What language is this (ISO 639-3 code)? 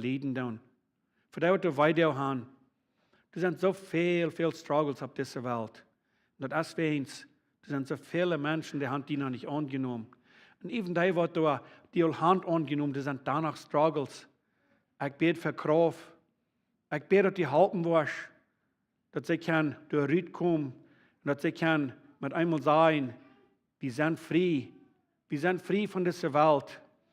pdt